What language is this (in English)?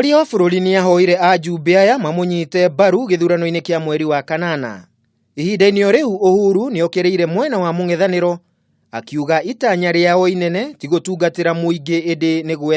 Kikuyu